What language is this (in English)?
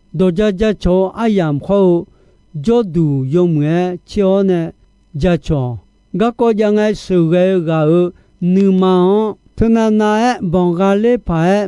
Akha